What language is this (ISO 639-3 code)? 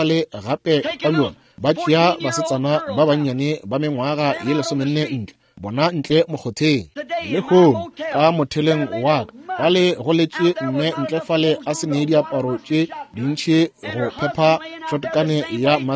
nso